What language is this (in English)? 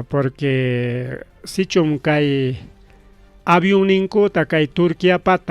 Ayacucho Quechua